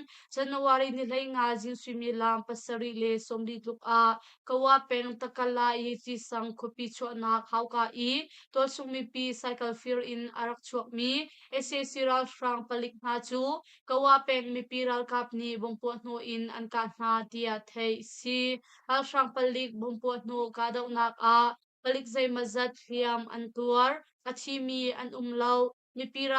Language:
Hakha Chin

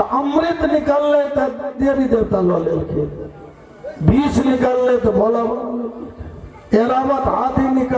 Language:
Maithili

